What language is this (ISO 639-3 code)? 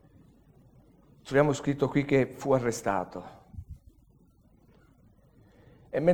ita